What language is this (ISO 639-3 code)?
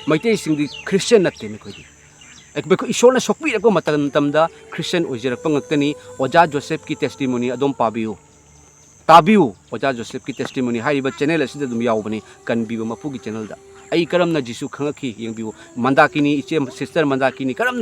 mni